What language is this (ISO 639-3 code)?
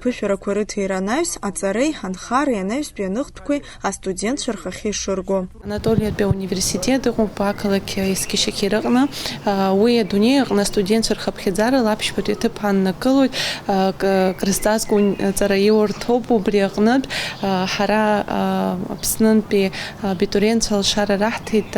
abk